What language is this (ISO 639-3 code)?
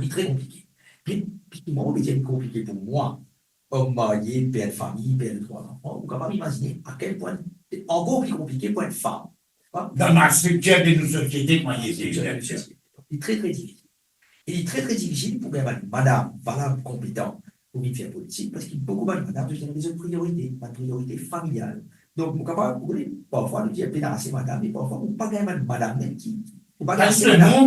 mfe